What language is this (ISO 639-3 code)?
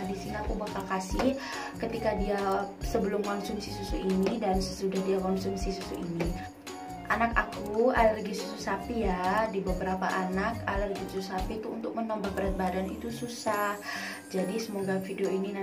ind